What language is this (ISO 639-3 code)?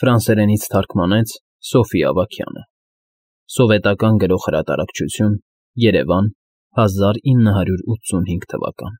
hye